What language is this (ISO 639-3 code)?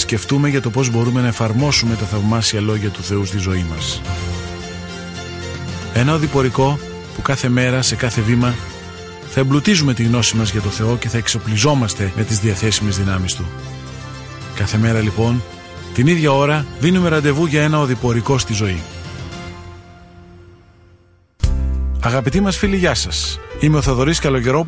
ell